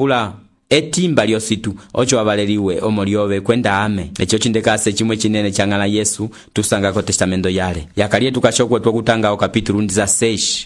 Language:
Umbundu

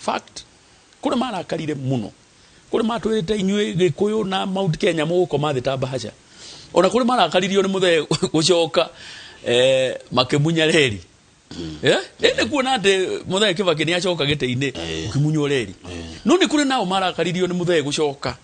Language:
Kikuyu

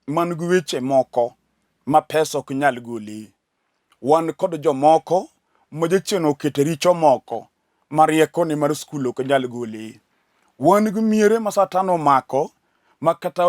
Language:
Luo (Kenya and Tanzania)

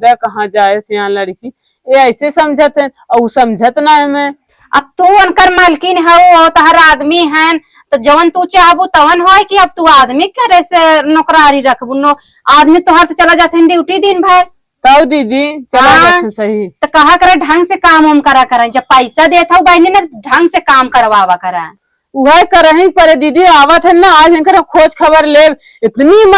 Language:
Awadhi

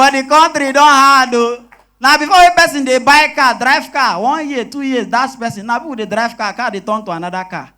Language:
Nigerian Pidgin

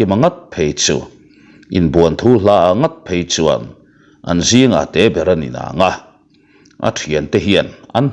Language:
Mizo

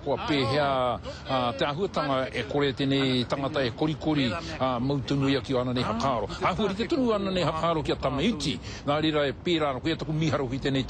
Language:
Māori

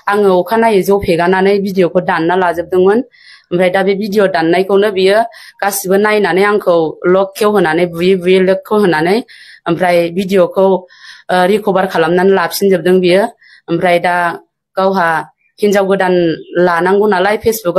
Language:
Bodo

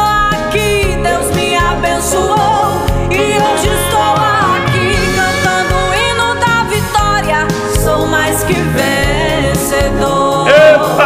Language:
Portuguese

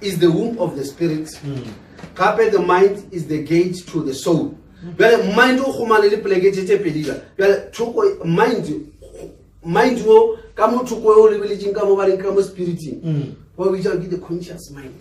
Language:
Northern Sotho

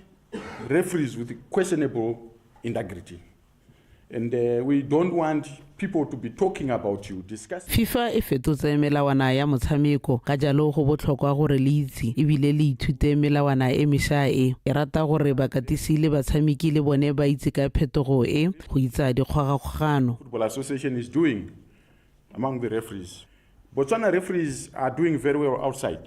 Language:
Tswana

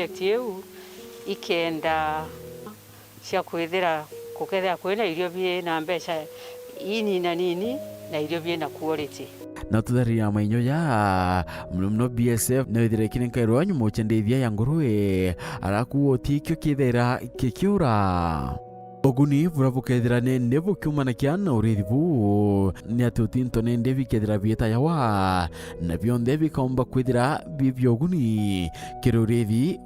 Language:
Meru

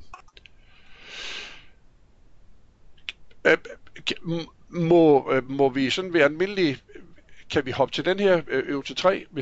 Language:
Danish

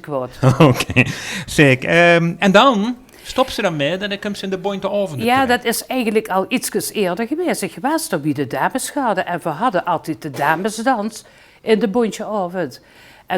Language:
Limburgish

